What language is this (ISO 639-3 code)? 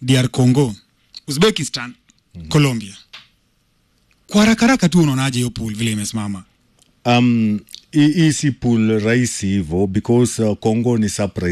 swa